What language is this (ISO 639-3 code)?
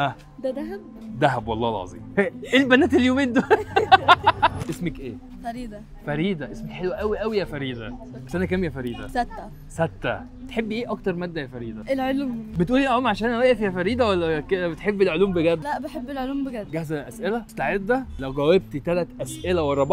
arz